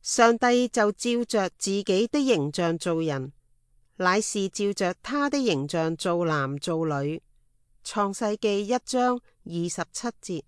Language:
Cantonese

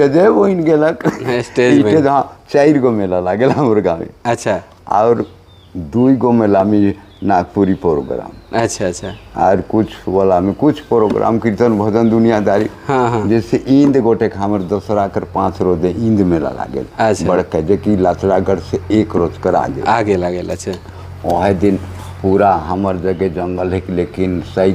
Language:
Sadri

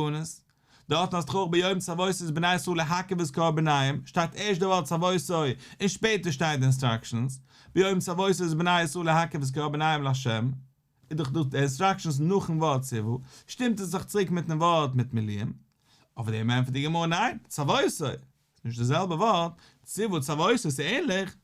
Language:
Yiddish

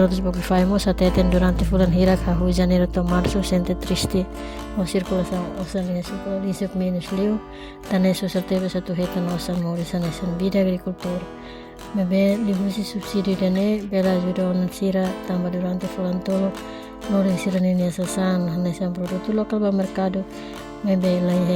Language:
Tetum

